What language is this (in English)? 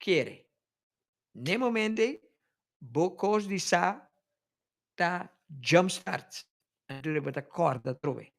Papiamento